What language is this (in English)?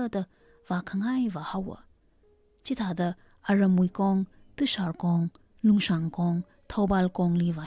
Tangkhul Naga (India)